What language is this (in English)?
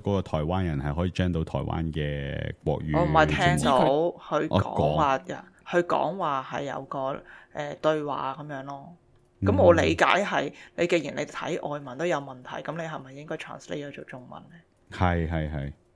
Cantonese